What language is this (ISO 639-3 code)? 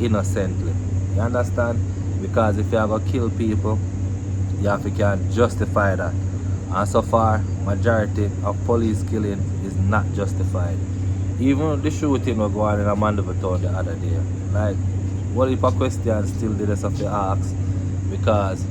jam